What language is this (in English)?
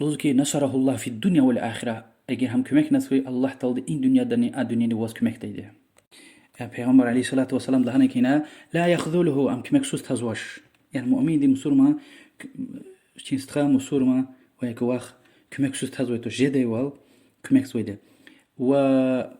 Lezghian